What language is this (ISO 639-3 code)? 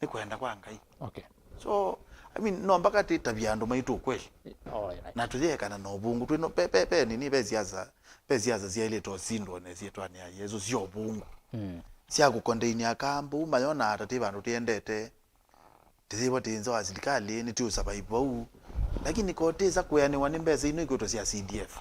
kam